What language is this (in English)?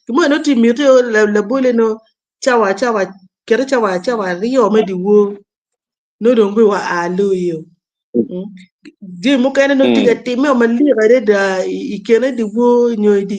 Acoli